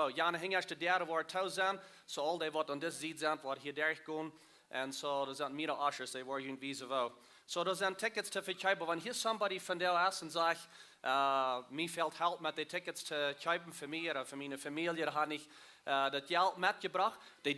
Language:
Plautdietsch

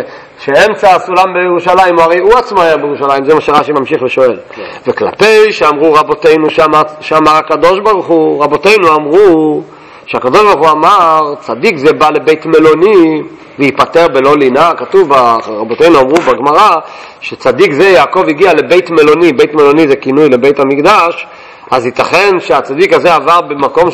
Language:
Hebrew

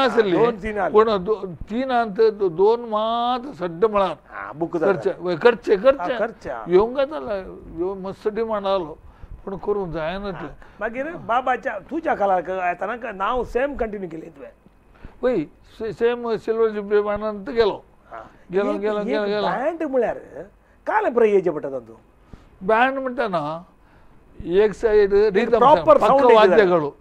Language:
Konkani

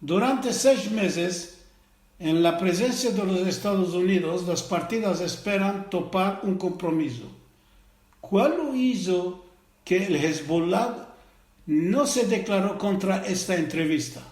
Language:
Ladino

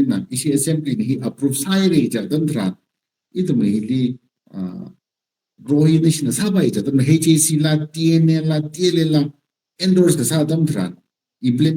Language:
Tangkhul Naga (India)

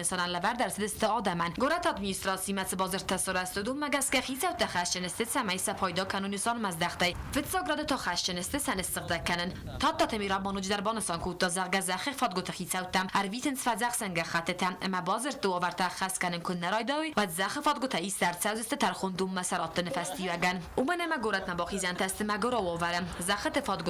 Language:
Ossetic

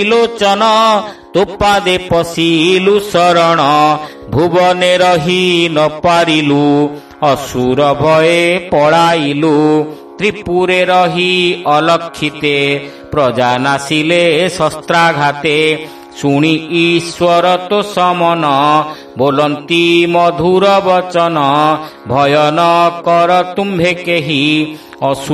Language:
Odia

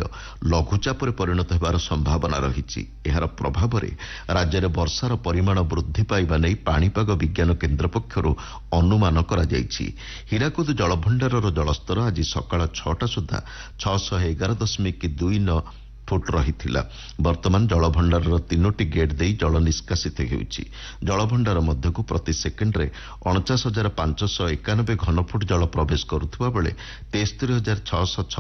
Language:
Odia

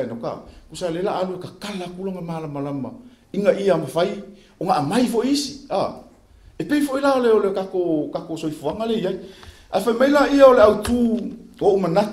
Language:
Samoan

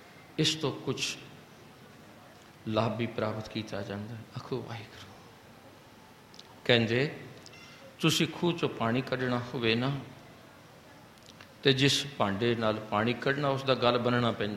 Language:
Punjabi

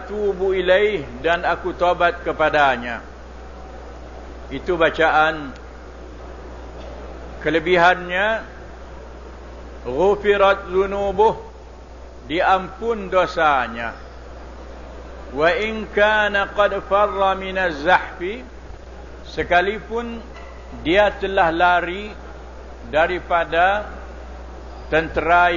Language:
Malay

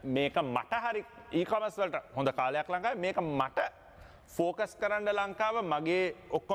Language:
Sinhala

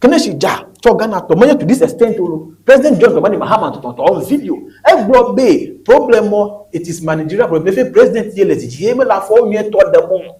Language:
Ewe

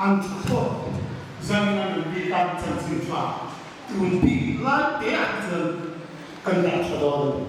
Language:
Hmar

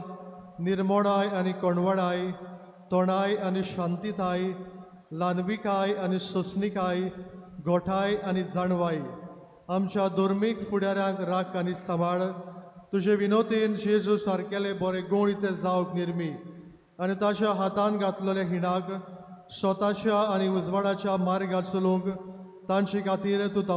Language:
Konkani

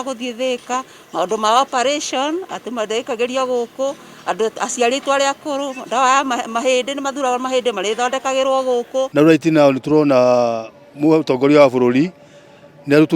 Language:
Kikuyu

